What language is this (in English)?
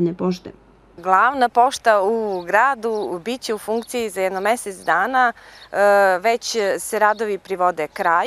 Serbian